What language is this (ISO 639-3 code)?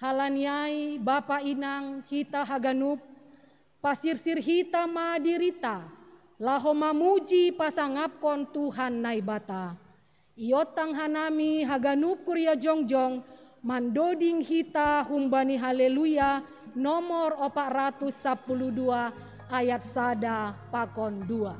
bts